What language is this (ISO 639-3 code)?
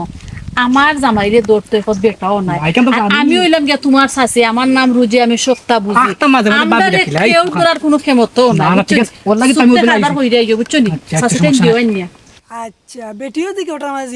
syl